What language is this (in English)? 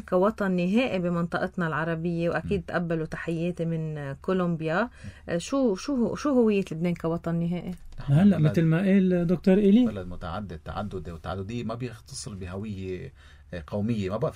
North Levantine Arabic